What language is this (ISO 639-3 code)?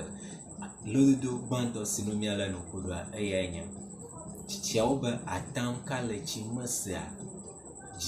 ewe